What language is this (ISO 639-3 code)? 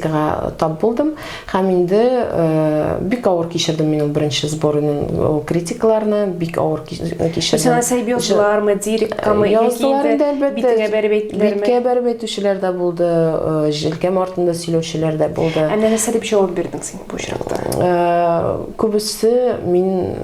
tat